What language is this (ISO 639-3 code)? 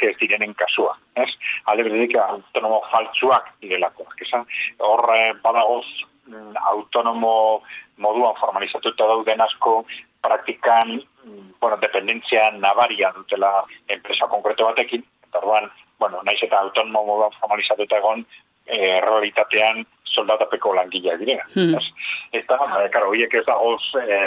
eus